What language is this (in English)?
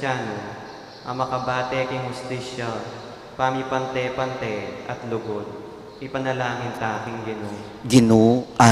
Pampanga